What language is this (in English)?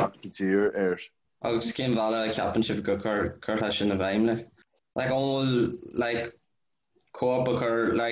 Irish